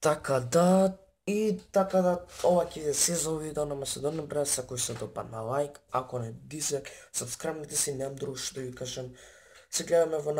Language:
Macedonian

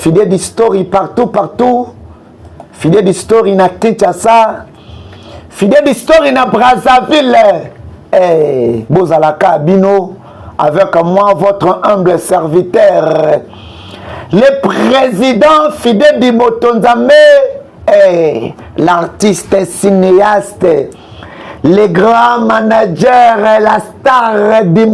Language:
Lingala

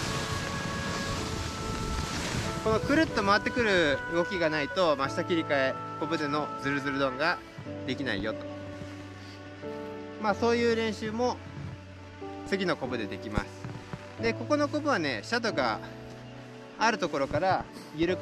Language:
Japanese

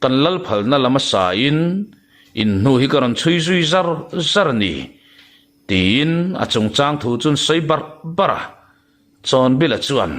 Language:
Mizo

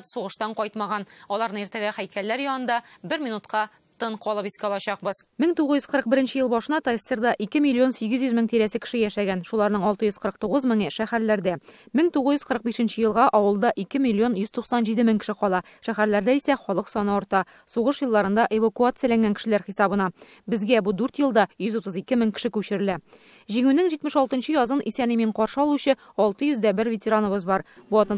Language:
Tatar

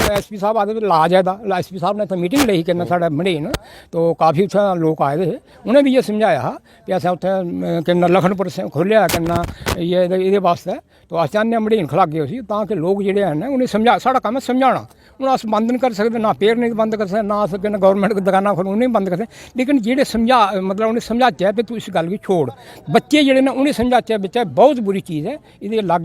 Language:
Dogri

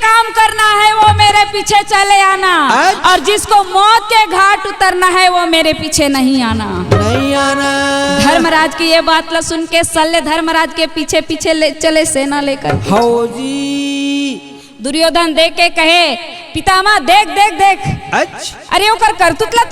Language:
Chhattisgarhi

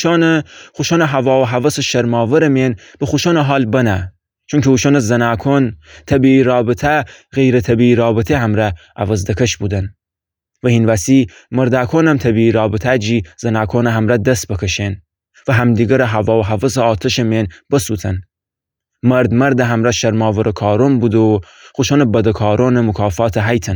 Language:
Gilaki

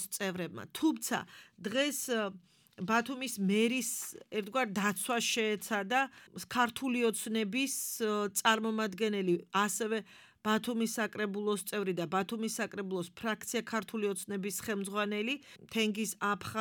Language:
Georgian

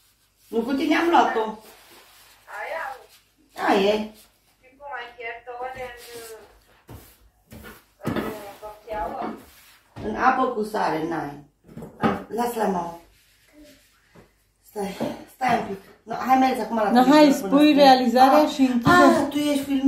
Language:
Romanian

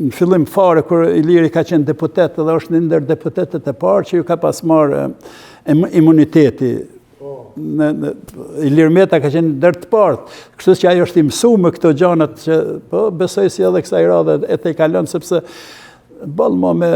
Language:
Albanian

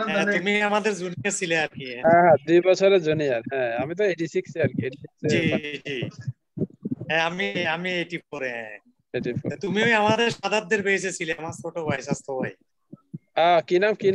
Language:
Bangla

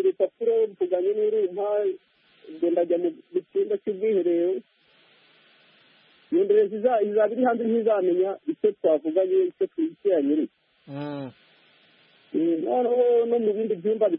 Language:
Kinyarwanda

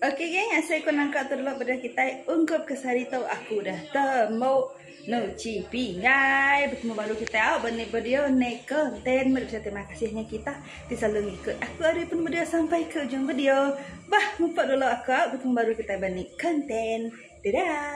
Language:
Iban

